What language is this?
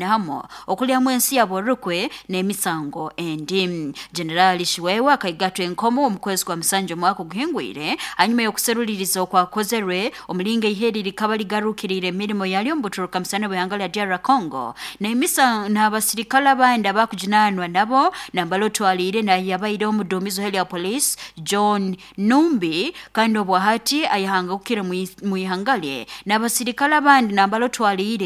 Nyoro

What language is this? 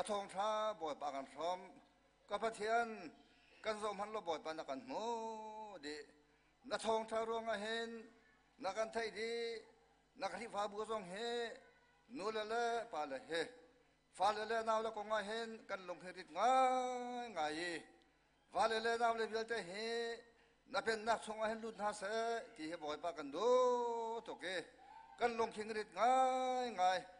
Hakha Chin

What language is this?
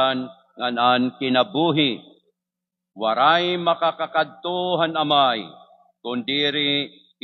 Waray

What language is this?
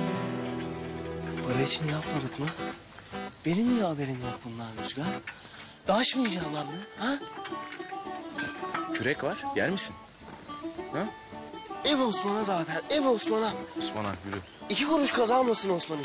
Turkish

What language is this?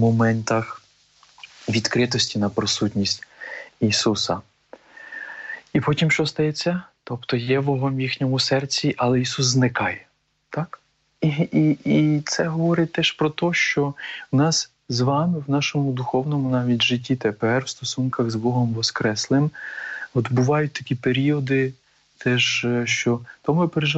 Ukrainian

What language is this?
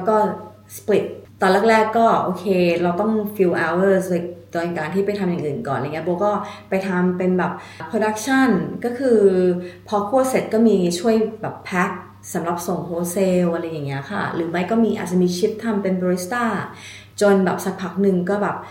Thai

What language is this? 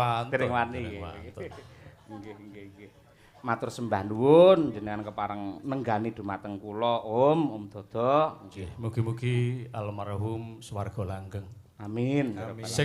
Javanese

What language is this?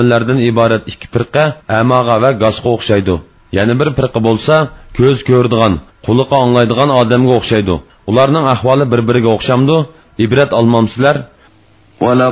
Uyghur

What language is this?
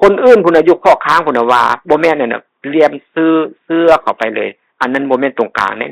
Northeastern Thai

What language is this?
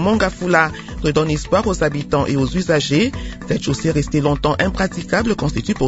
French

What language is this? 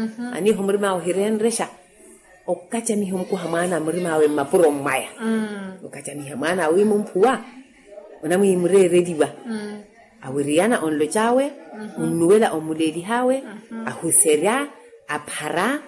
Makhuwa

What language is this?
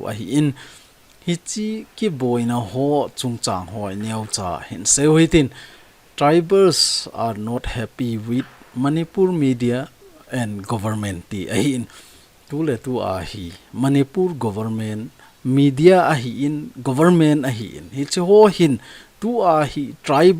Thado Chin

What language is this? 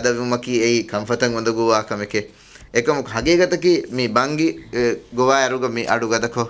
Divehi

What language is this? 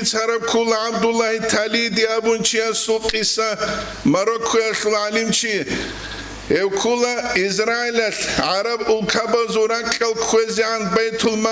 Avaric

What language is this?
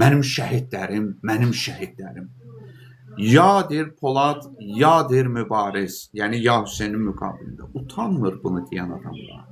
Azerbaijani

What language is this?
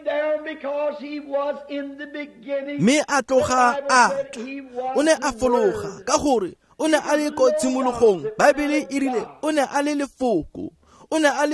Tswana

